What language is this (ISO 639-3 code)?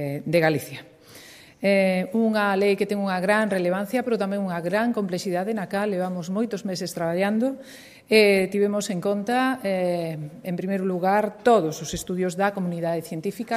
glg